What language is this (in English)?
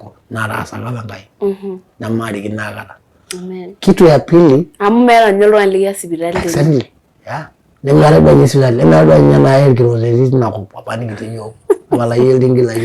Masai